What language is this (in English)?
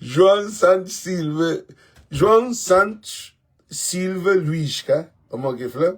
Kabuverdianu